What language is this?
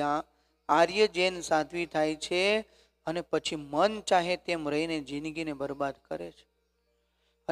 Gujarati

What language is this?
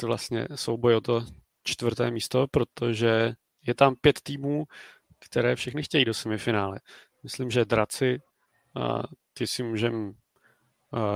Czech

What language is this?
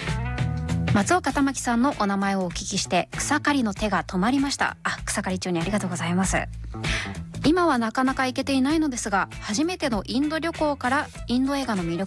Japanese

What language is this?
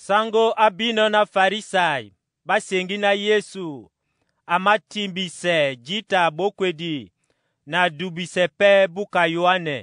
Duala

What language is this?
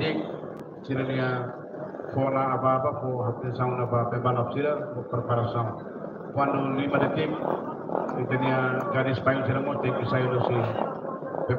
Tetum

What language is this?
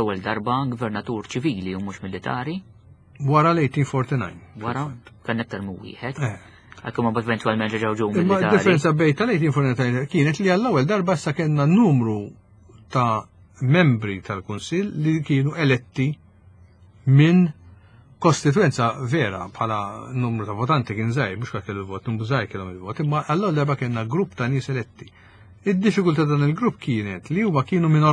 Maltese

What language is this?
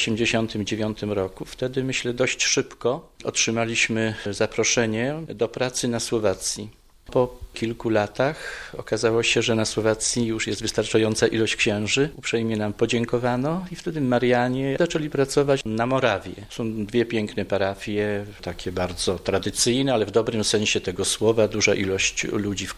Polish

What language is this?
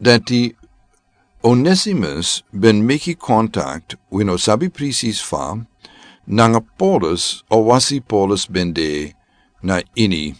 Sranan Tongo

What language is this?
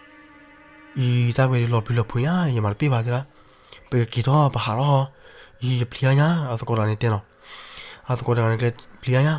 S'gaw Karen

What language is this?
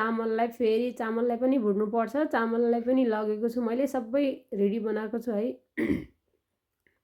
Nepali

